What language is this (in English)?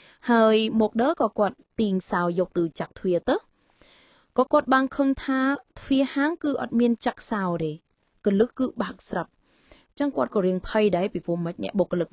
Khmer